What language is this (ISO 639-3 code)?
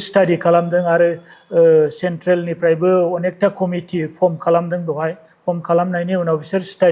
brx